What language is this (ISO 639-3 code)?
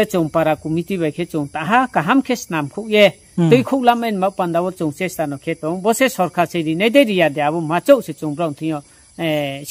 ria